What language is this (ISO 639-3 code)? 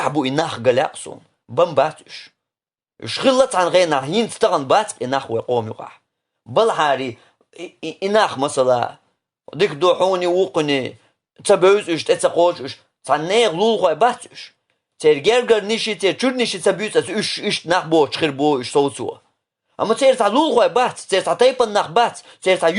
che